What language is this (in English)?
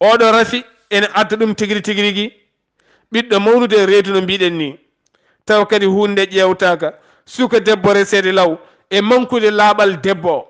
Fula